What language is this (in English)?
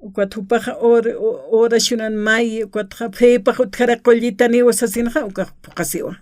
Aymara